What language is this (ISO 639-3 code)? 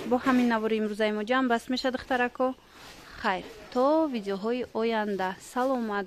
tgk